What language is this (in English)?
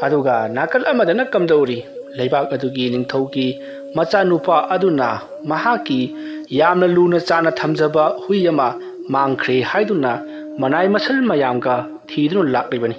Manipuri